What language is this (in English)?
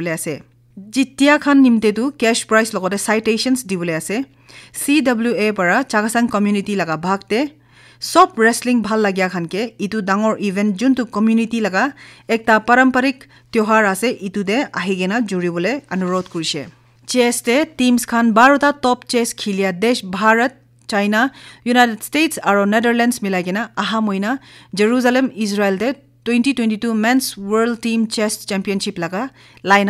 Naga Pidgin